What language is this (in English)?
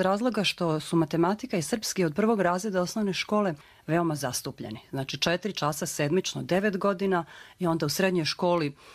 Croatian